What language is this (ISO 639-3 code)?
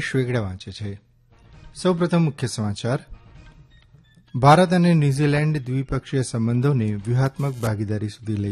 guj